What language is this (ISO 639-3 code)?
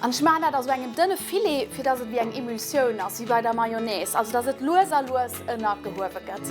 ltz